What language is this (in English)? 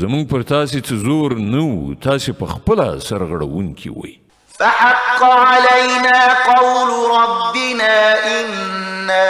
Pashto